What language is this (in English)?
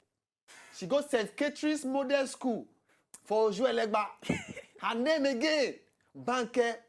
Nigerian Pidgin